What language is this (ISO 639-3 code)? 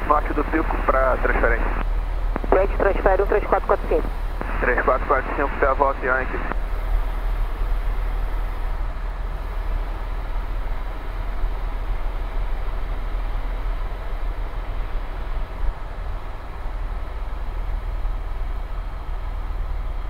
por